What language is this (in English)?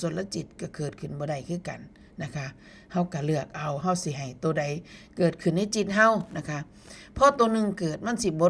Northeastern Thai